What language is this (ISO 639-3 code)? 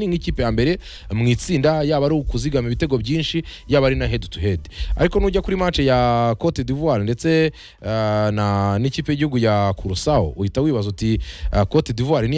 kin